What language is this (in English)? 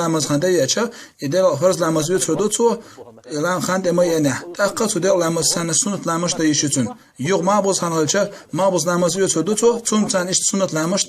Chechen